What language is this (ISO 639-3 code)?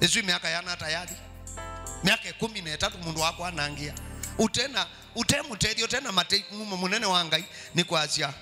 kam